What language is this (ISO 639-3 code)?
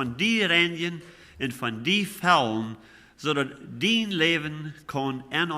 pdt